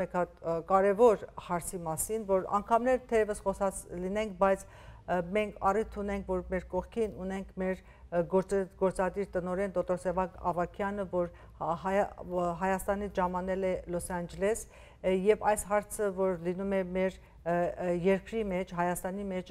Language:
Western Armenian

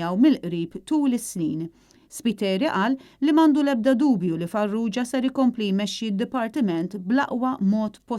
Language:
Maltese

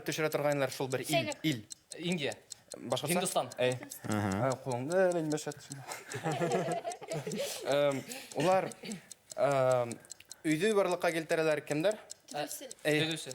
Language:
Bashkir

